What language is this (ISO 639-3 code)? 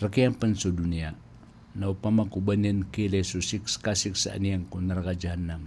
mrw